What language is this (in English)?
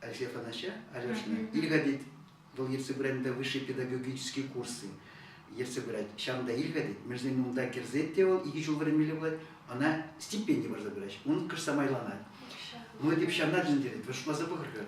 Chuvash